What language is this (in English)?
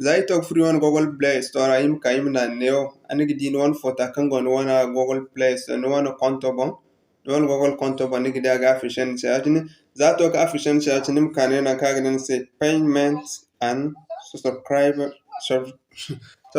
Zarma